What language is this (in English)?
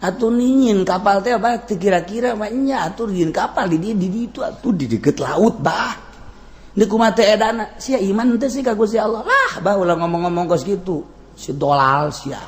Sundanese